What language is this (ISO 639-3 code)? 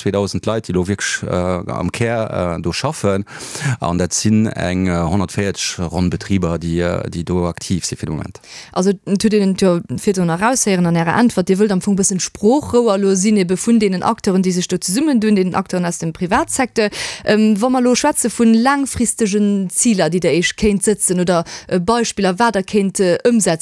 ltz